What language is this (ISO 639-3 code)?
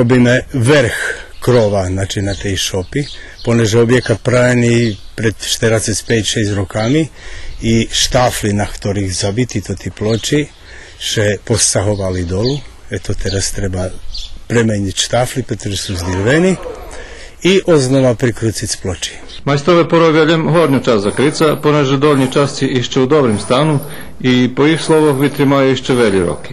rue